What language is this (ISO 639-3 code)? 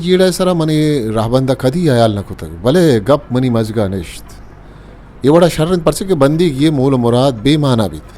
bal